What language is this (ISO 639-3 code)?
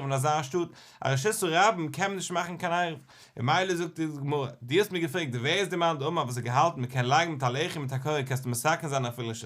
yid